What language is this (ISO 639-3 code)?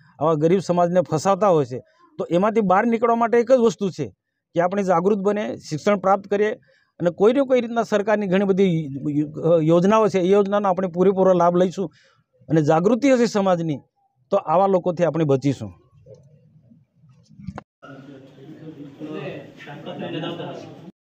guj